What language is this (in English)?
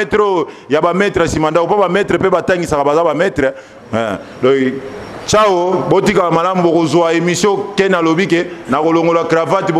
Lingala